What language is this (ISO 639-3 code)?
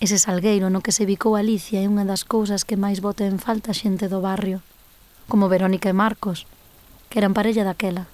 glg